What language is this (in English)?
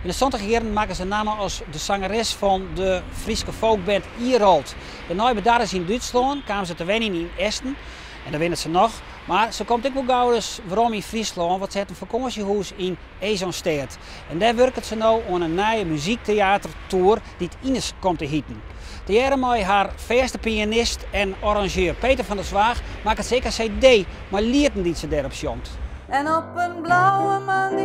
Western Frisian